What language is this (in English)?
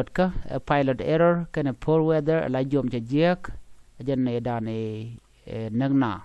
Nuer